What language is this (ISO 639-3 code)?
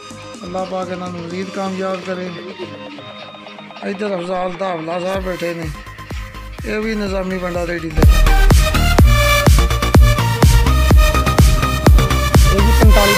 pan